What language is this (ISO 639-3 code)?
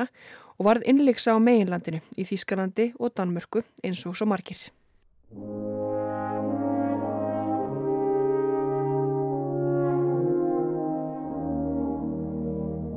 isl